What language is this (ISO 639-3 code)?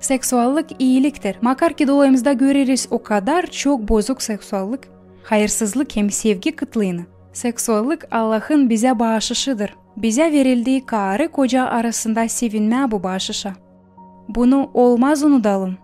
gag